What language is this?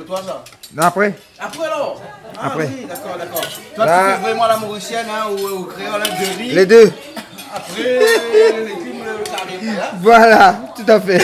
Réunion Creole French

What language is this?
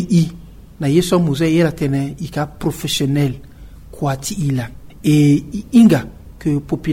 Sango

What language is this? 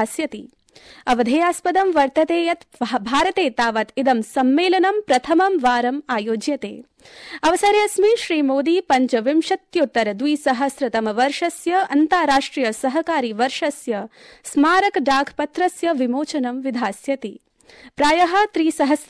Sanskrit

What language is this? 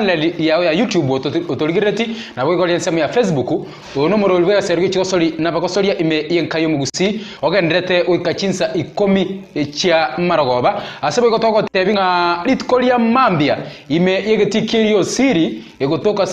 Gusii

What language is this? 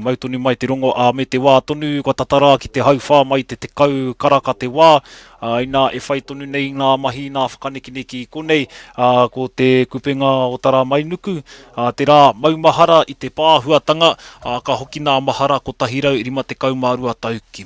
Māori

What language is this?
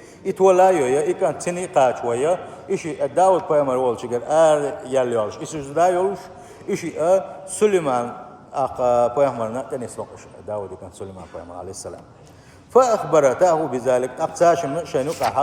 Chechen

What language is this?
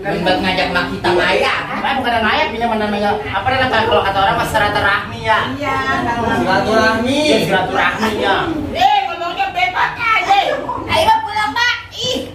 Betawi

